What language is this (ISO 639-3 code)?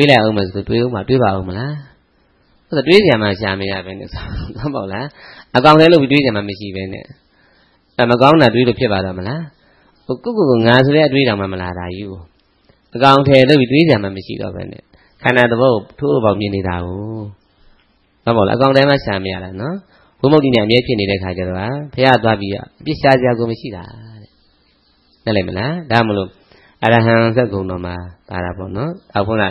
mya